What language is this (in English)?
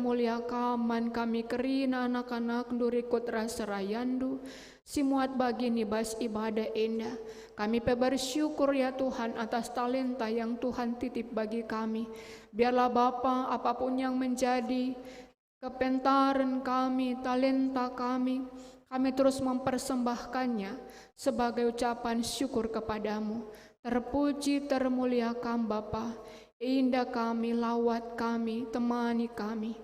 Batak Karo